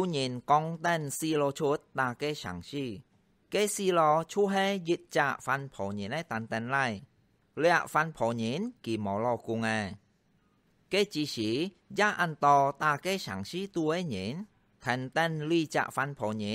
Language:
Hakka Chinese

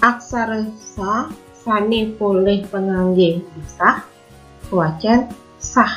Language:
Balinese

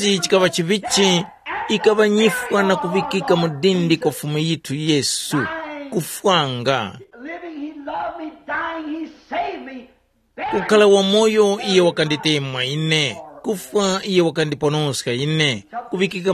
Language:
Tumbuka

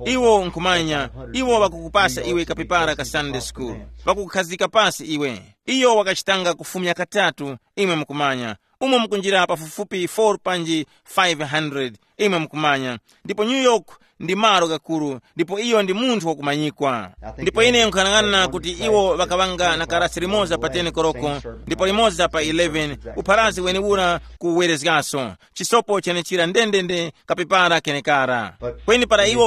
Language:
Tumbuka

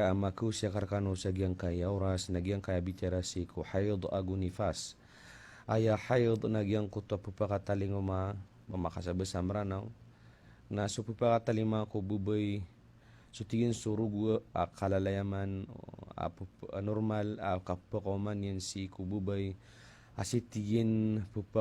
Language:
Maranao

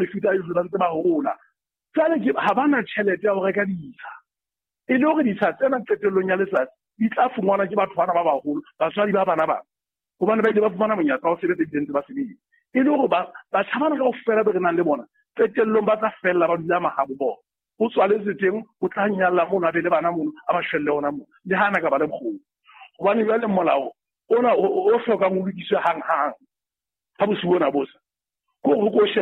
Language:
Southern Sotho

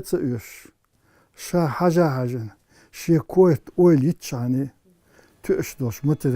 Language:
Chechen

